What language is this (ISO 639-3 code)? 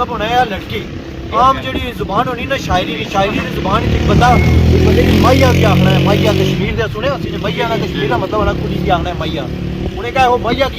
phr